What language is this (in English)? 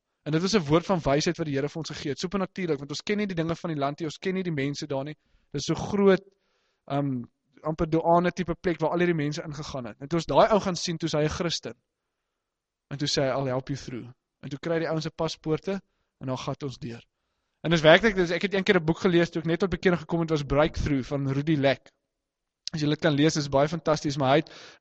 Afrikaans